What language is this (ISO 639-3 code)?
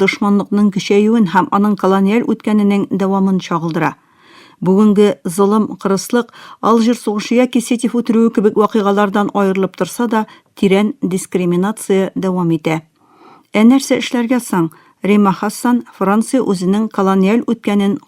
tat